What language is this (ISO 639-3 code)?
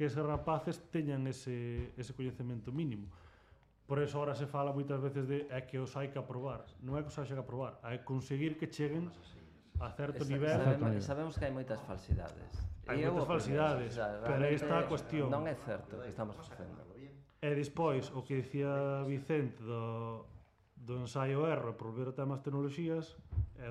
glg